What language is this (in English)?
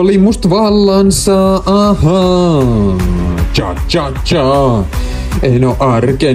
Finnish